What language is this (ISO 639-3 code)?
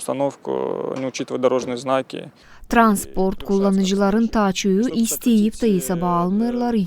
gag